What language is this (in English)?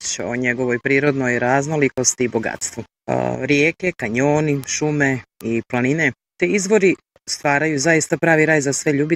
Bosnian